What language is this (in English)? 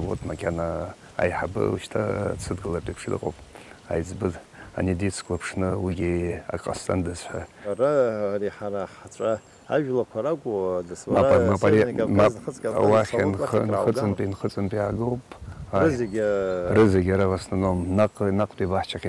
Abkhazian